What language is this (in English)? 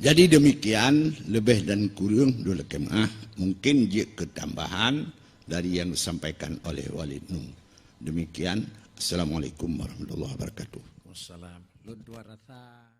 Achinese